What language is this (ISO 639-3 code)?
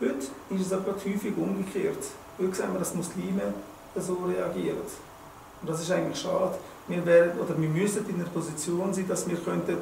gsw